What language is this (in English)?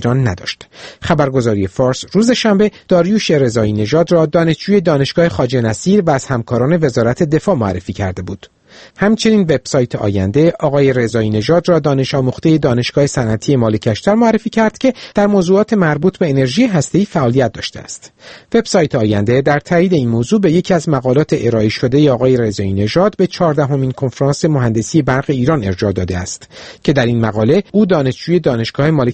Persian